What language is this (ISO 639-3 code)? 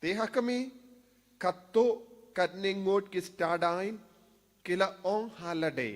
kha